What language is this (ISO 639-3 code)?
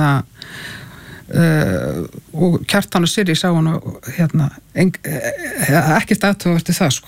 isl